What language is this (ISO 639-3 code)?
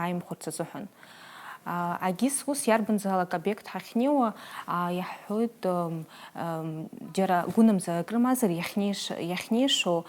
abk